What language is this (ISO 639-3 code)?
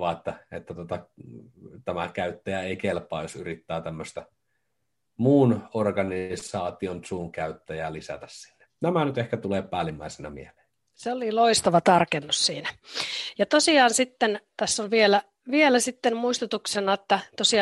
fin